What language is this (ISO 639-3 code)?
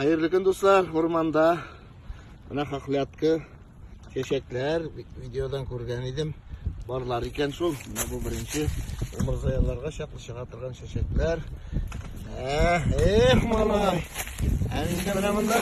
tat